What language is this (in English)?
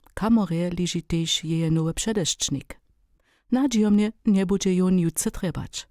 Upper Sorbian